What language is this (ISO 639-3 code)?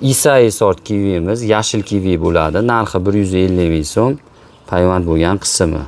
uzb